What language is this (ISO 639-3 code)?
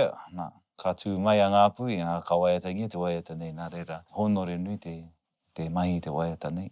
mri